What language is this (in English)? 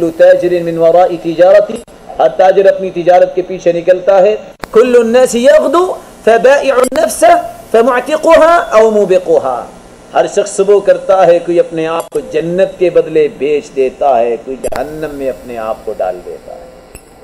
Urdu